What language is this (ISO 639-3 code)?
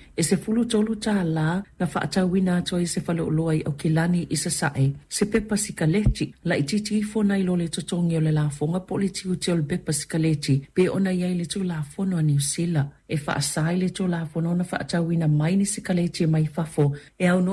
smo